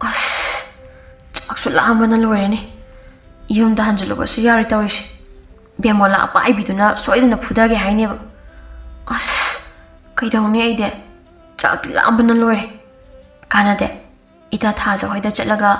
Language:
Manipuri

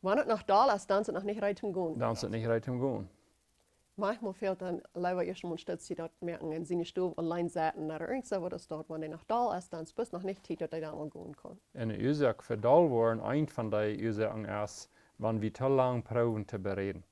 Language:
Plautdietsch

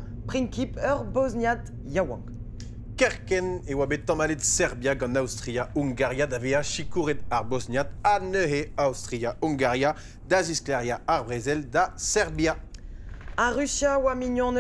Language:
Breton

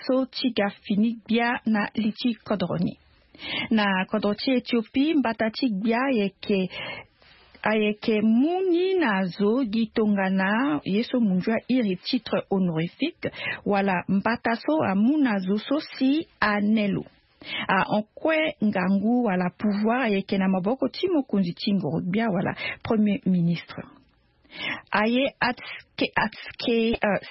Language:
Sango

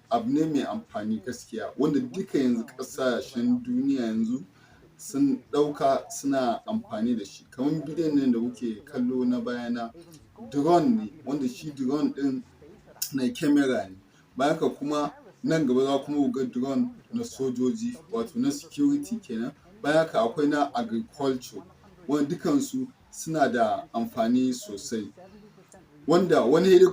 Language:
Hausa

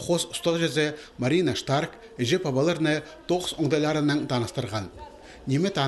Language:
Khakas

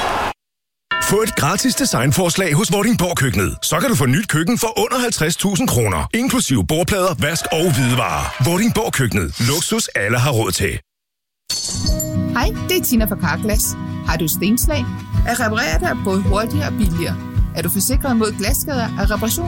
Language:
Danish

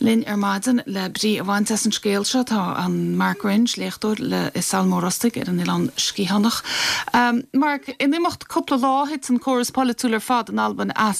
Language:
Irish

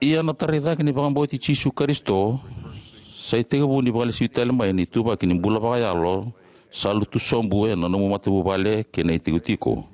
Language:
Fijian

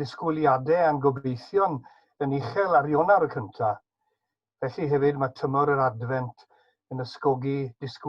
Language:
Welsh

